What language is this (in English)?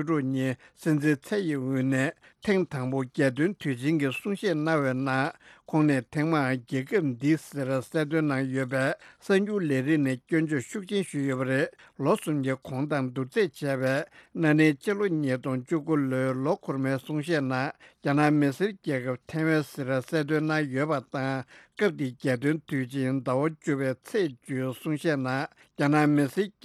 Tibetan